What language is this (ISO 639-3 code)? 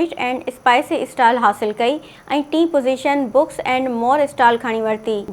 snd